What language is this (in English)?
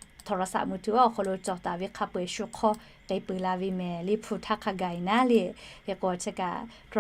Lahu